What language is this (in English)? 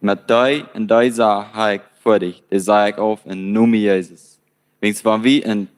Plautdietsch